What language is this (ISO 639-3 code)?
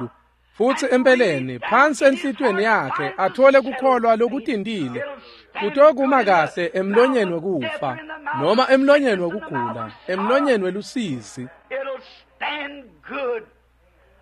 ssw